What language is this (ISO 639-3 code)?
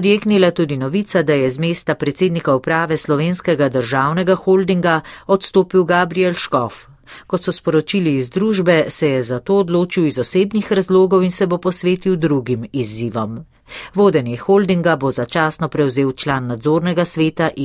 slv